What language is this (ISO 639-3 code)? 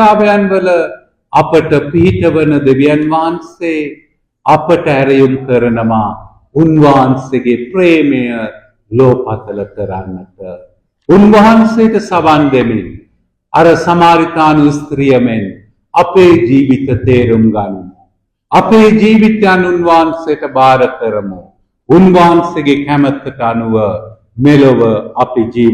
sin